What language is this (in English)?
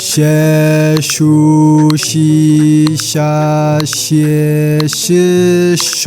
Tigrinya